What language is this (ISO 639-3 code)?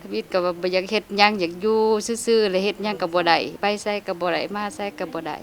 lao